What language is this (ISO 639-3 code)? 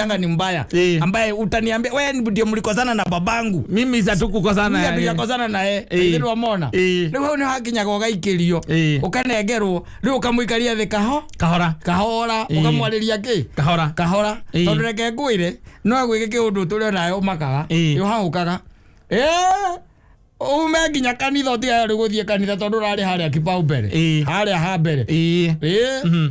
kik